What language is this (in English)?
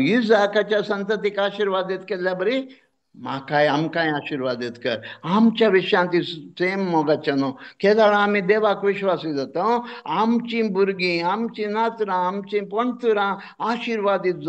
Konkani